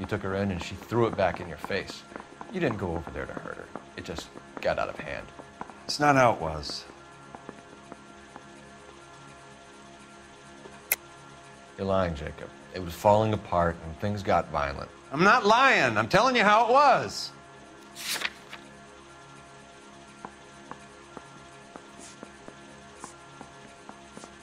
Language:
English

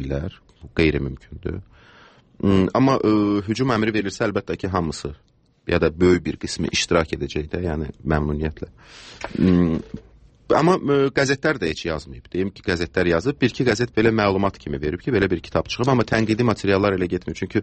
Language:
Azerbaijani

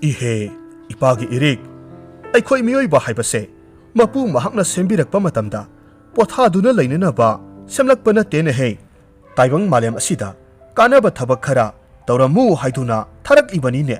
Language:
Manipuri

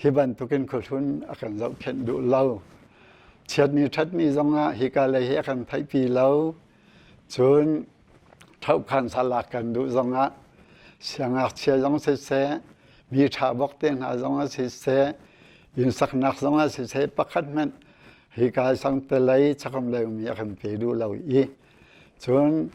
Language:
Hakha Chin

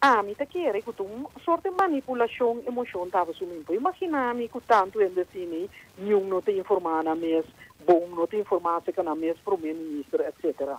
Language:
Papiamento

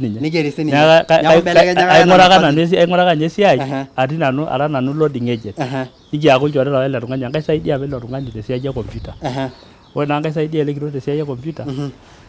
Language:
Masai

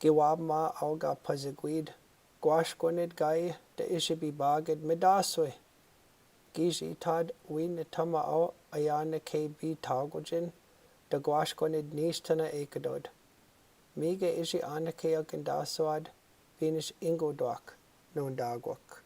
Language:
Chippewa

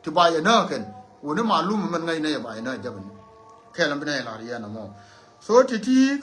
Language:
Nuer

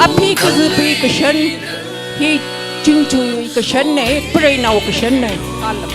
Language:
Tangkhul Naga (India)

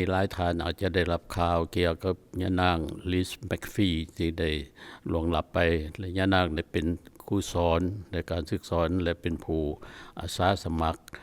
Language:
Lao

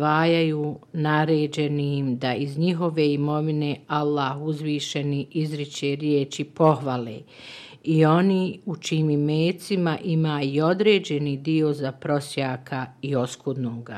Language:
Bosnian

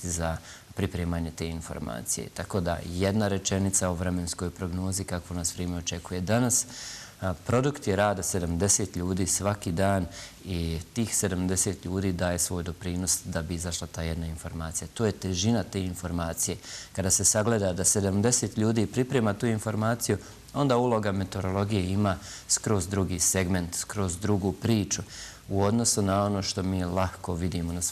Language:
Bosnian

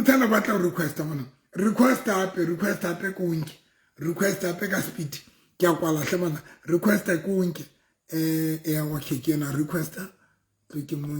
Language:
Southern Sotho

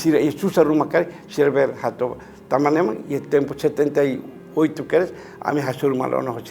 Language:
Tetum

